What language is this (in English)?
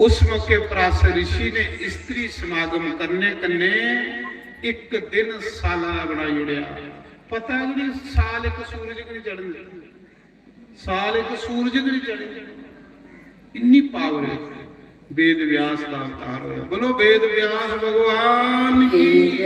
Dogri